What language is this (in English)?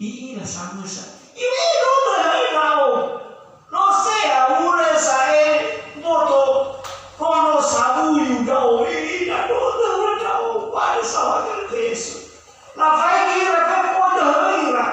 Nias